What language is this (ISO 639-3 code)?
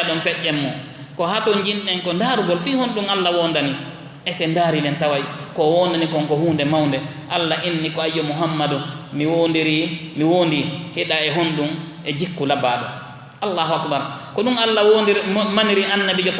ful